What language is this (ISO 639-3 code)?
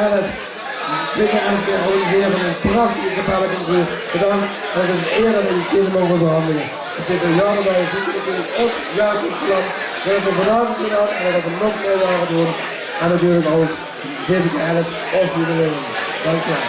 lim